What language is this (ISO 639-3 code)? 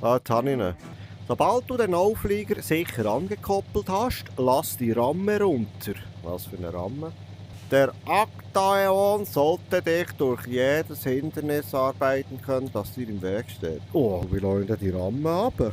gsw